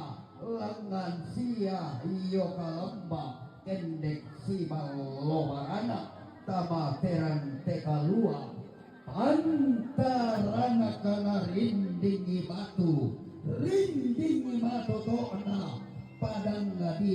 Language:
Toraja-Sa'dan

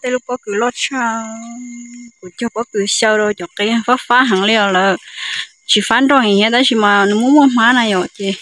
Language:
Hmong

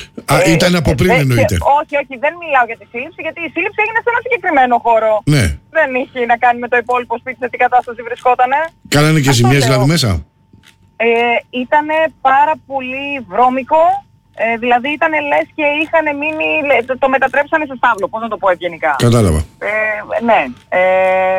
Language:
Greek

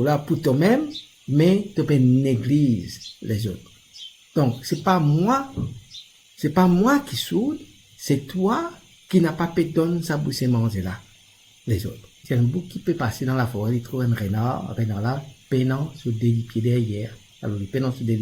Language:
Morisyen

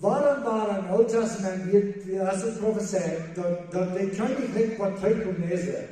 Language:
Plautdietsch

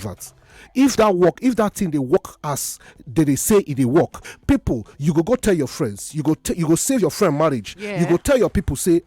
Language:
Nigerian Pidgin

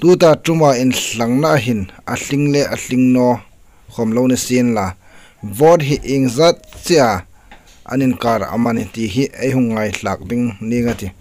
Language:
Hmar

